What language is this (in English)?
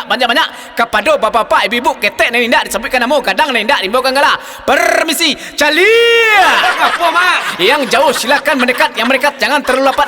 Minangkabau